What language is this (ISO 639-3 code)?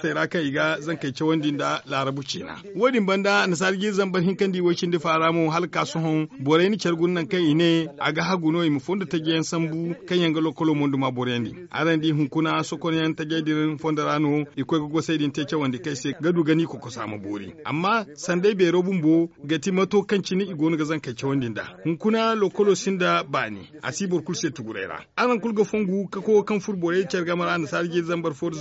dje